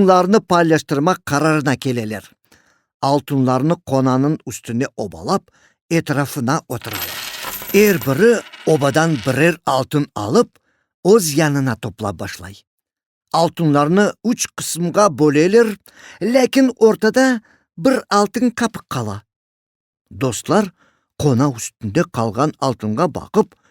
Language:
Crimean Tatar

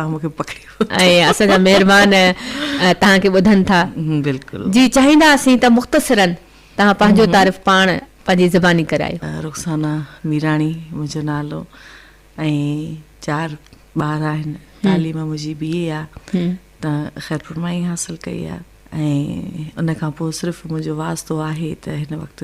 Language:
Sindhi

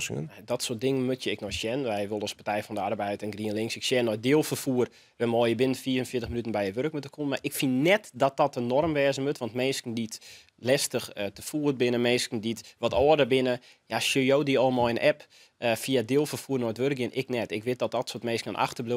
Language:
Western Frisian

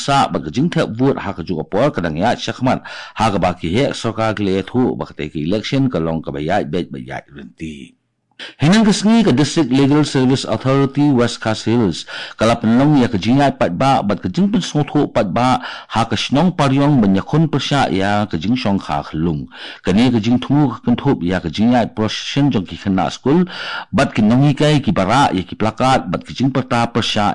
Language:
Khasi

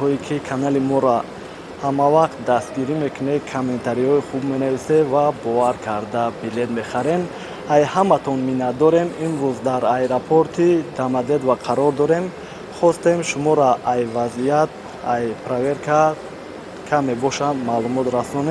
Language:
Tajik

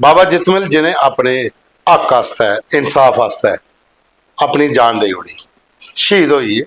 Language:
Dogri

